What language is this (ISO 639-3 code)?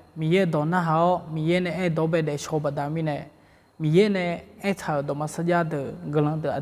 ahk